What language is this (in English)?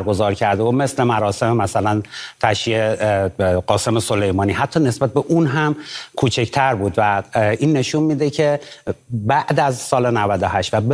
Persian